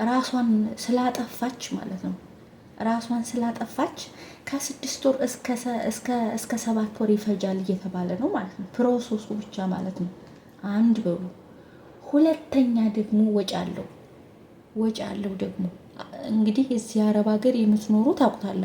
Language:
Amharic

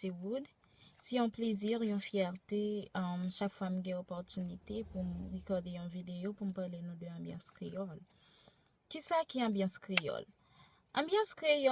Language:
Haitian Creole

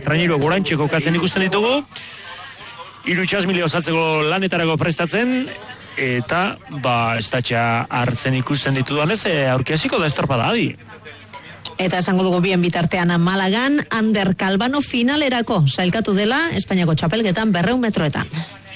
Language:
Basque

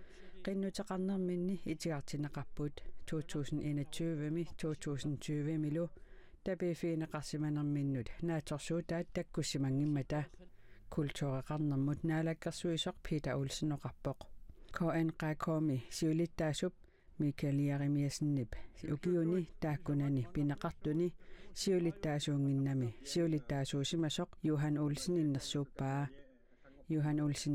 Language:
Kalaallisut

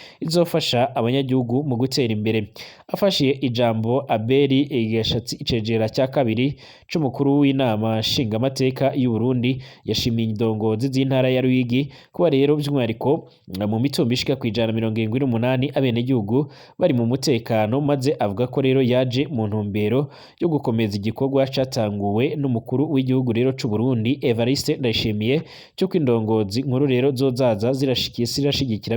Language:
Rundi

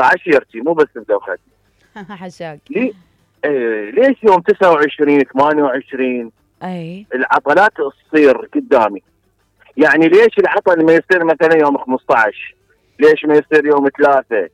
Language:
Mesopotamian Arabic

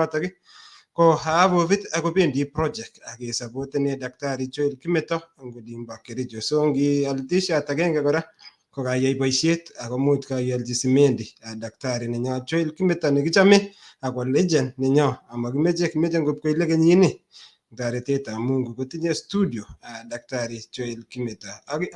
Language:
Kalenjin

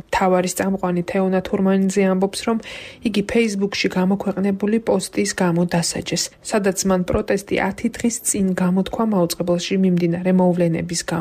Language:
Georgian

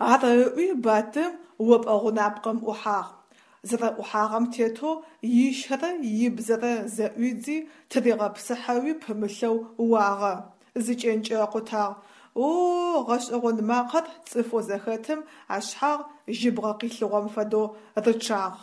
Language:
Adyghe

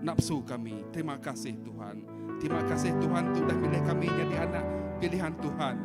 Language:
Iban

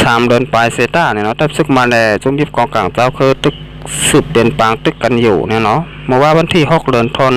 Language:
Shan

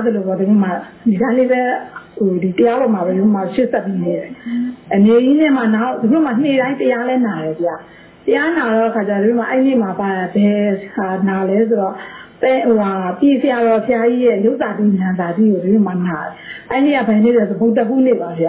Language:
Burmese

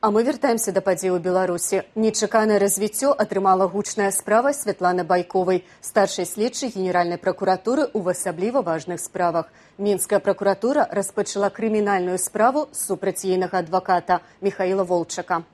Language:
Belarusian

